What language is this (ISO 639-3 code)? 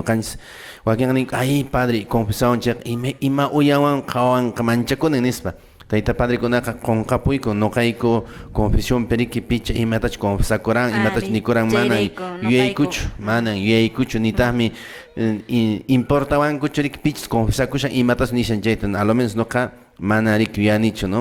que